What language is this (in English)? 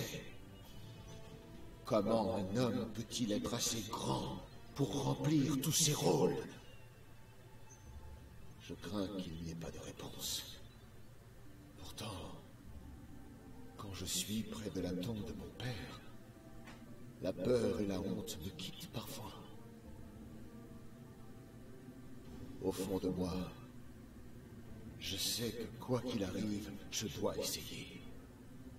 French